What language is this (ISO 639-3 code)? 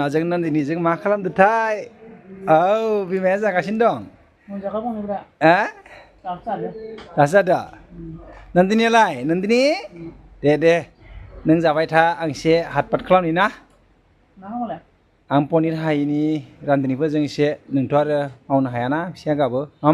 brx